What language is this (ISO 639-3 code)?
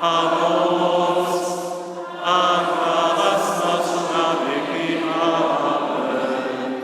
hsb